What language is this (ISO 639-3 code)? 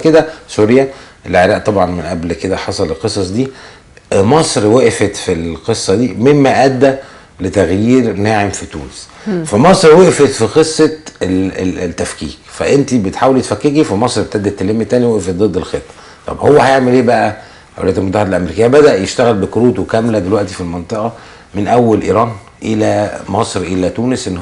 arz